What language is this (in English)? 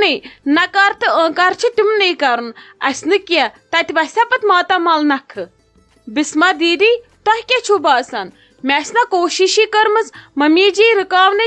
Kashmiri